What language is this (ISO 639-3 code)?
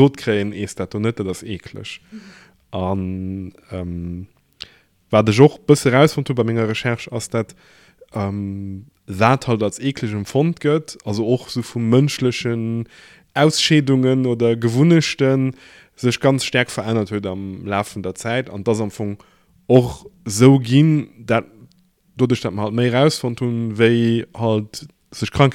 ltz